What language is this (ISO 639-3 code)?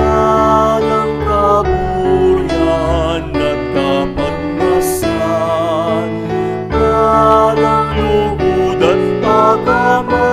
pam